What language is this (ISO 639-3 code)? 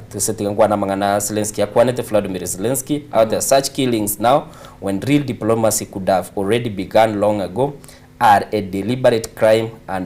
guz